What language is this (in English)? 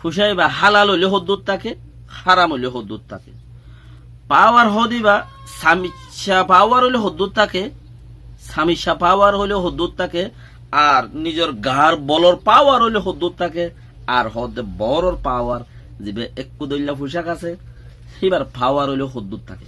Rohingya